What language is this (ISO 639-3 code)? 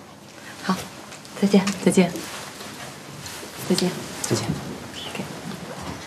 zho